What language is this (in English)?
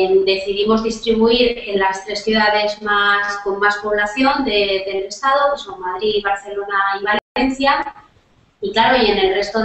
Spanish